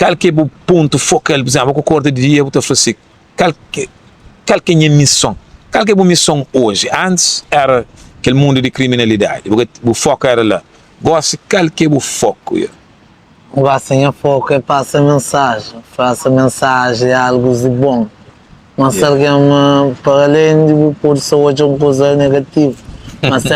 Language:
Kabuverdianu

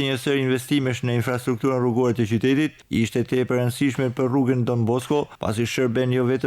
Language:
Albanian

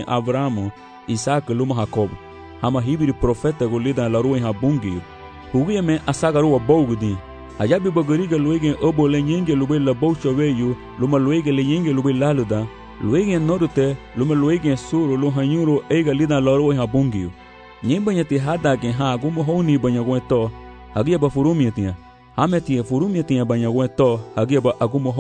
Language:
Garifuna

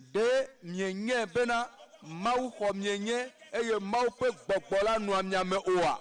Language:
Ewe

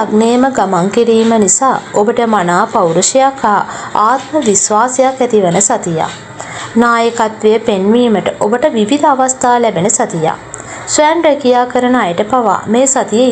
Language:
Sinhala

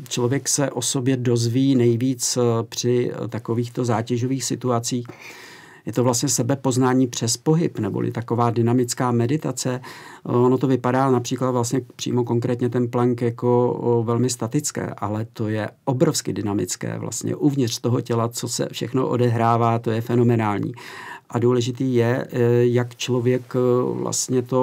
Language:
Czech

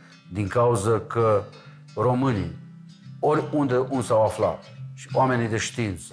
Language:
Romanian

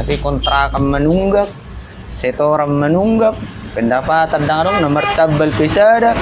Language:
Batak Toba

